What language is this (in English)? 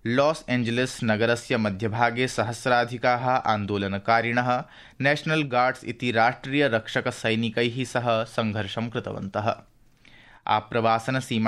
Sanskrit